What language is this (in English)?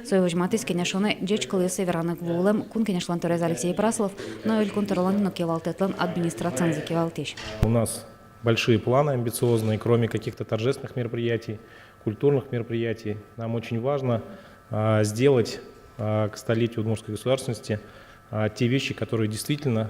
Udmurt